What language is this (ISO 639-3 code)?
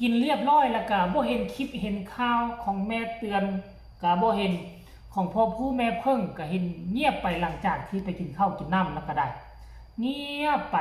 tts